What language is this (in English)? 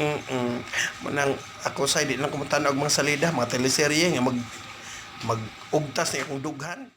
Cebuano